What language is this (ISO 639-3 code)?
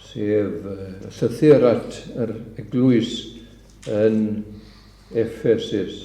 cym